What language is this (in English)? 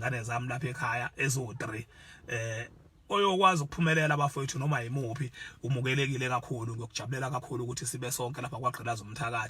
Zulu